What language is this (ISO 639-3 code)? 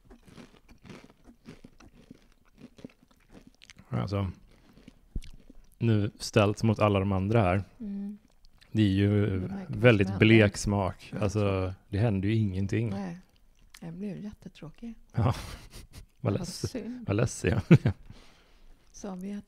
swe